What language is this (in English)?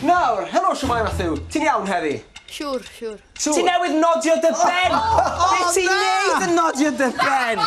Welsh